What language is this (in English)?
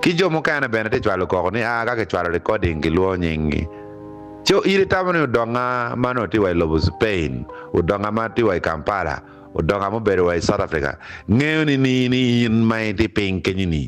Acoli